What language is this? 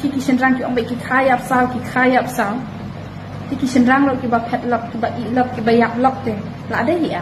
Khasi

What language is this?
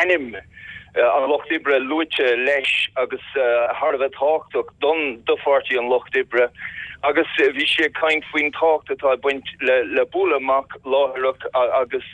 Irish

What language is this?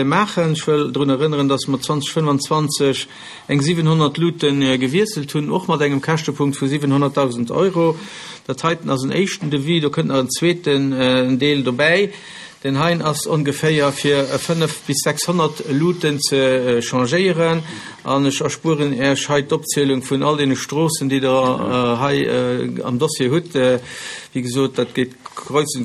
Luxembourgish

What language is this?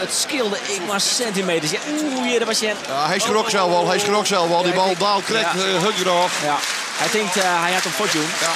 Western Frisian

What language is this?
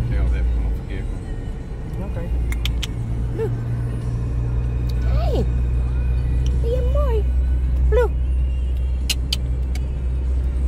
Dutch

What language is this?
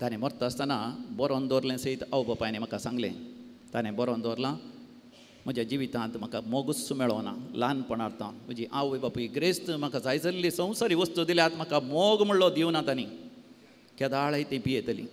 Konkani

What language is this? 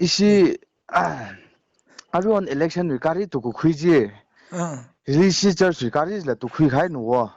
Tangkhul Naga (India)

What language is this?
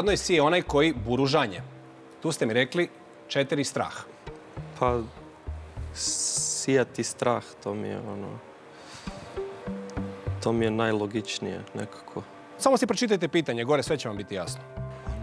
Croatian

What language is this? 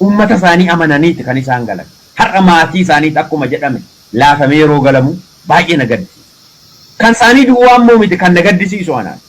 Oromo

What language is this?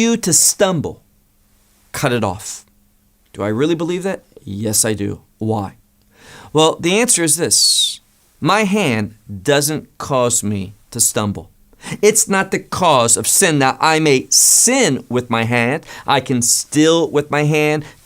English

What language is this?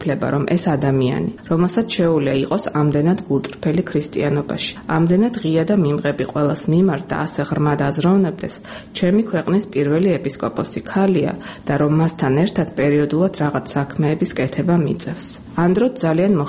Georgian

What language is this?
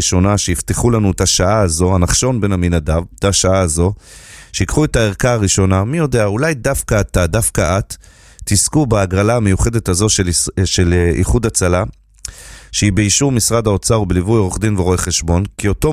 Hebrew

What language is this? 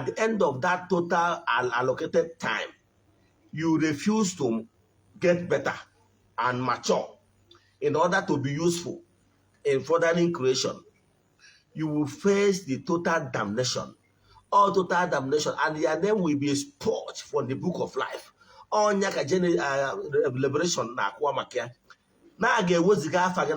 Igbo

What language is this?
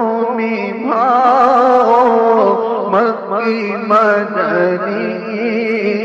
Urdu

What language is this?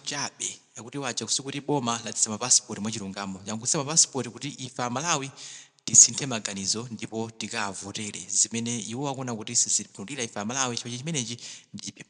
Nyanja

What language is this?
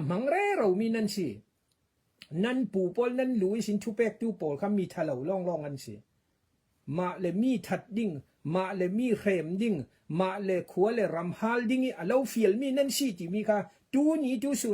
Falam Chin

